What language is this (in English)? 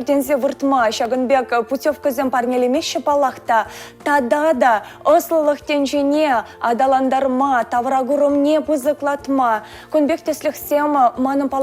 Chuvash